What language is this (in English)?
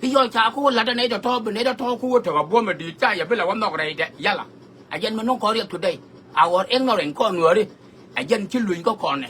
Nuer